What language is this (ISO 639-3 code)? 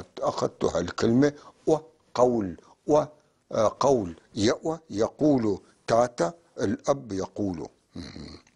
apc